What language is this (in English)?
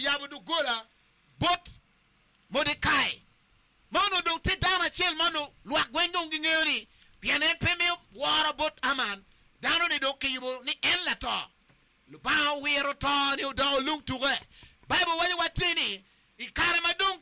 Acoli